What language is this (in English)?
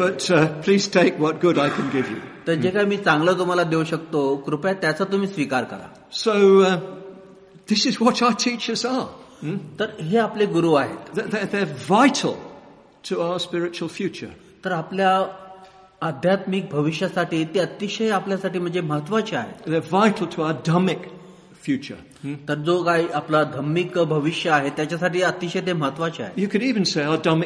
Marathi